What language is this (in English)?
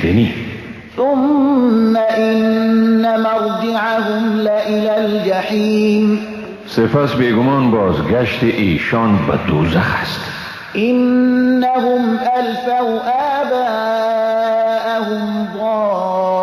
Persian